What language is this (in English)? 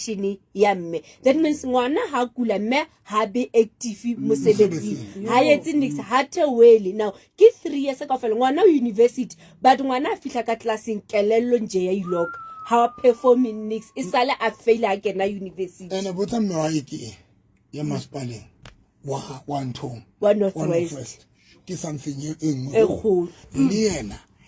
Southern Sotho